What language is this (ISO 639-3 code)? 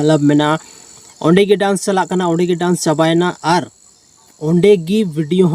sat